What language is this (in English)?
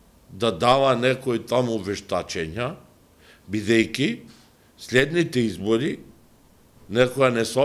Macedonian